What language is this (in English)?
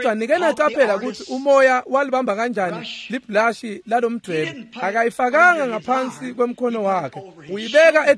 Swati